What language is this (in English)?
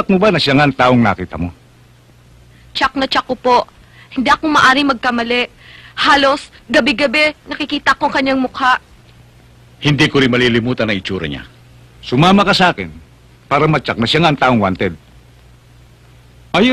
Filipino